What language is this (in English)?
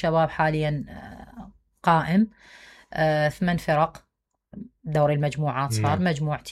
Mesopotamian Arabic